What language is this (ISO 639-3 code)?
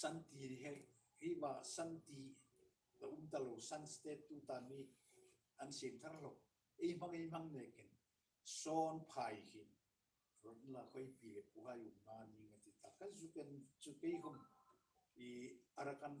hmr